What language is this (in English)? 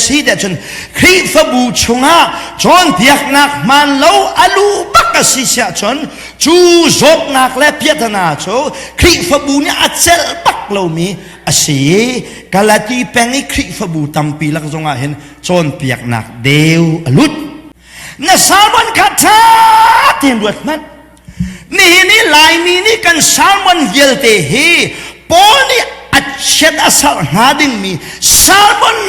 Hakha Chin